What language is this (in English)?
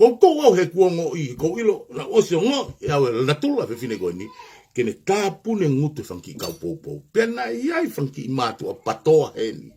Tongan